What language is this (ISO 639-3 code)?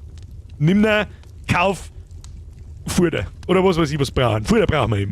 bar